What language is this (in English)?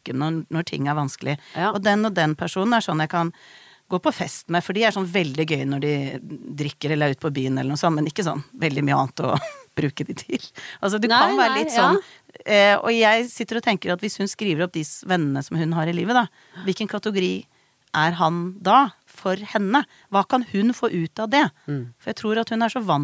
Norwegian